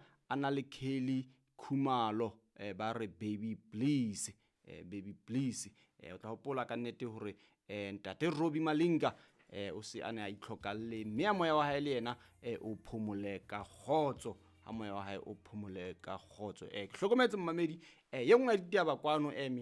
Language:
Southern Sotho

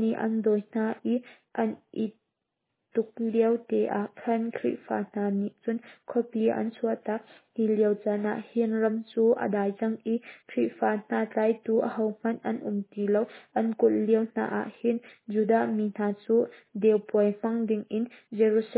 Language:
Hakha Chin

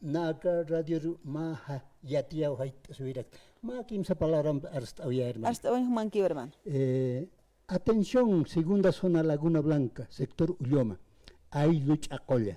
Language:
Aymara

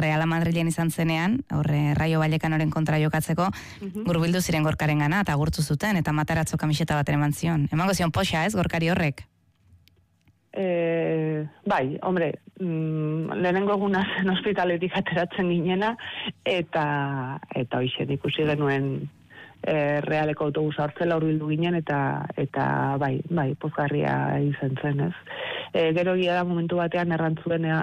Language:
Basque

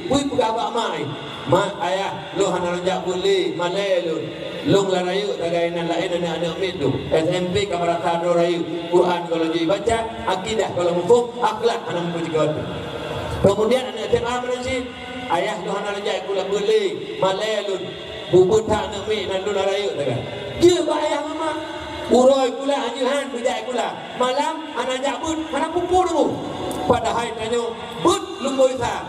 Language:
Achinese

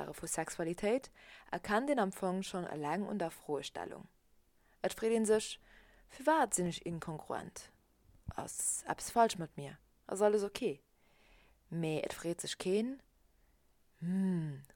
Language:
Luxembourgish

